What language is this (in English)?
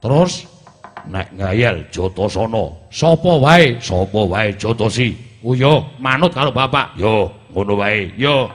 Javanese